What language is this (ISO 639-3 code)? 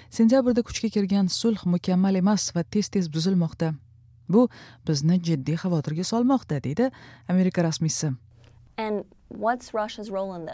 uzb